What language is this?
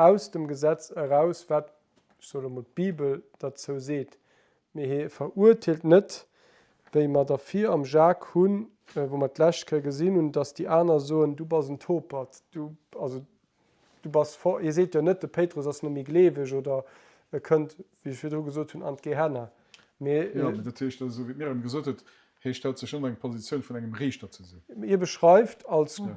Luxembourgish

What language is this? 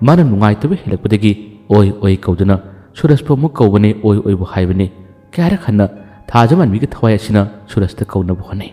Manipuri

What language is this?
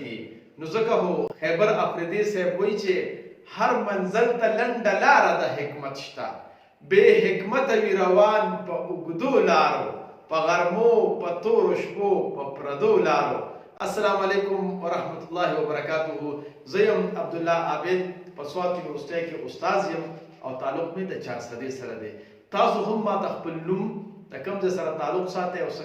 Pashto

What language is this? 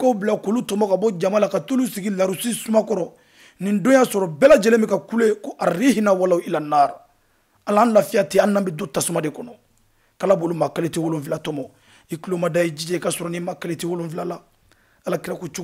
Bambara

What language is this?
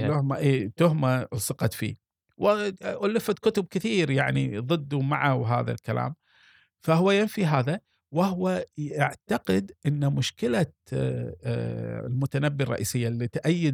Gulf Arabic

